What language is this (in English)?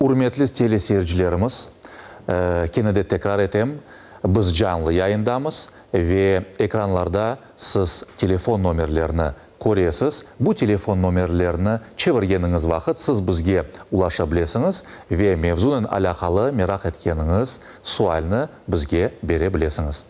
Crimean Tatar